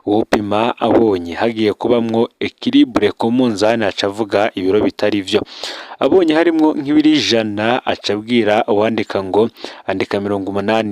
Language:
Rundi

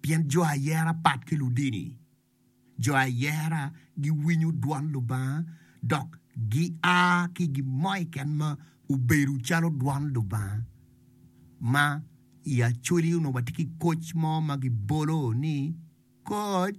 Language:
Acoli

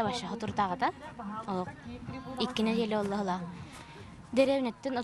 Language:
Yakut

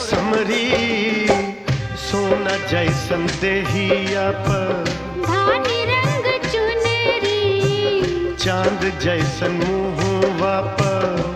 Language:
Bhojpuri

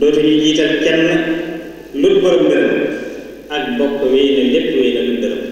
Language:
Wolof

